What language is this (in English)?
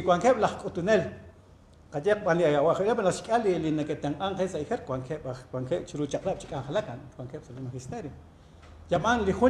Kekchí